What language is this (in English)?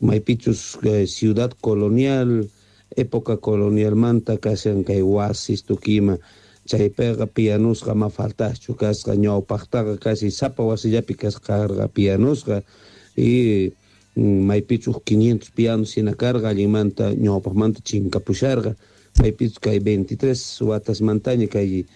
South Bolivian Quechua